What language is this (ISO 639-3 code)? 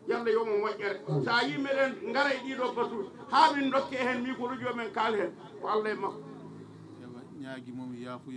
ful